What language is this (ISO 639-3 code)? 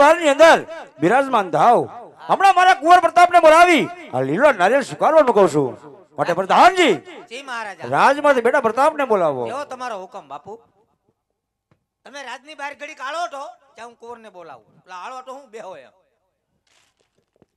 guj